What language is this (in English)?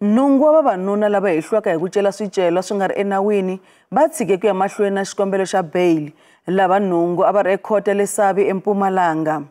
Tsonga